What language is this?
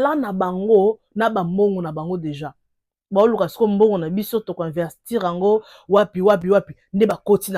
Lingala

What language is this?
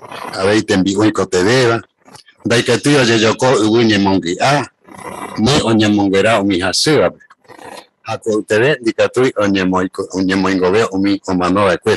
Guarani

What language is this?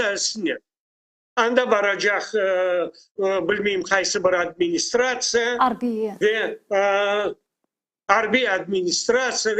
Crimean Tatar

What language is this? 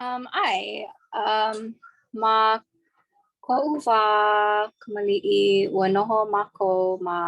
Hawaiian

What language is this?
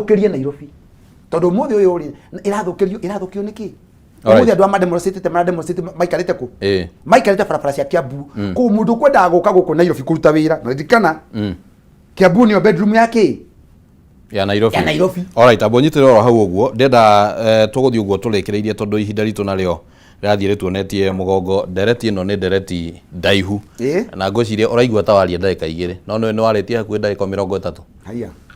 Kikuyu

